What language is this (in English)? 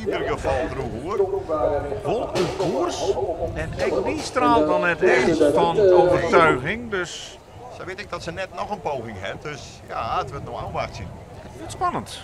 Western Frisian